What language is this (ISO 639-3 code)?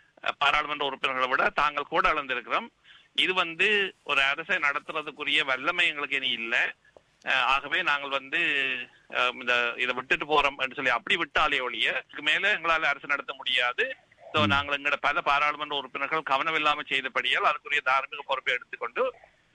tam